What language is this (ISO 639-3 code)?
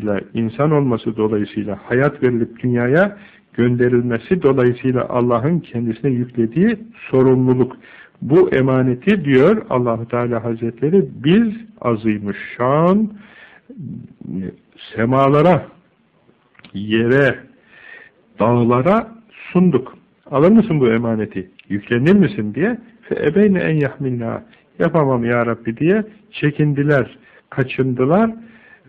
tur